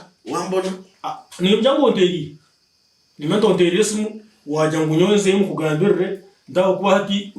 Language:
Nyankole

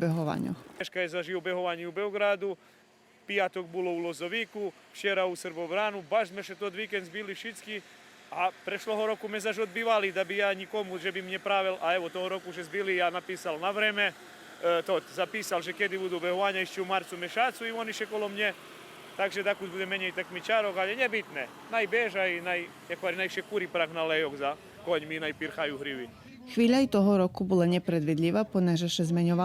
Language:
Rusyn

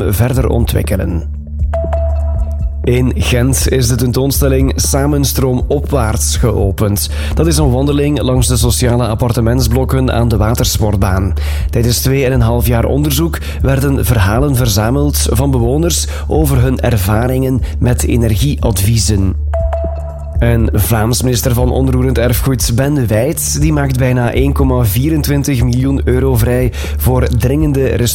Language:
Dutch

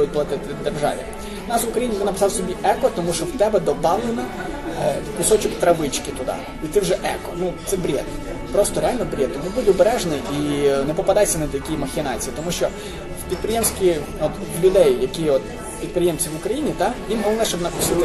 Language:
Ukrainian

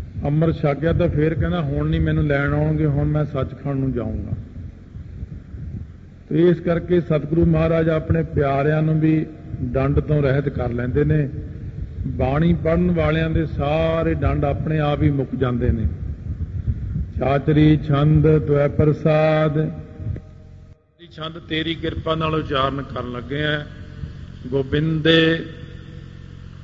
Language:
Punjabi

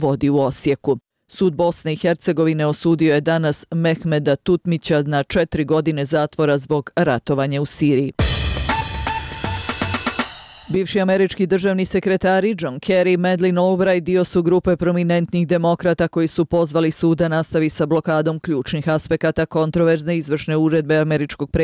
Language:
Bosnian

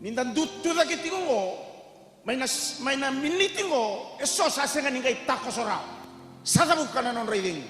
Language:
Fijian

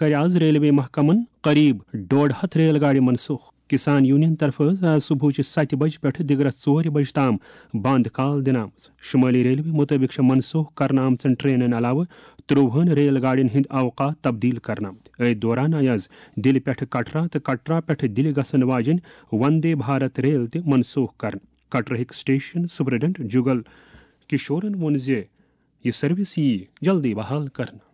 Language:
Kashmiri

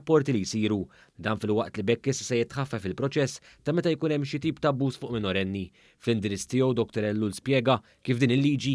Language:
Maltese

